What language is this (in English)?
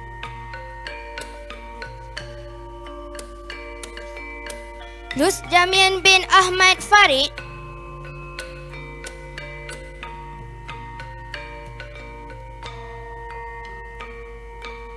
Malay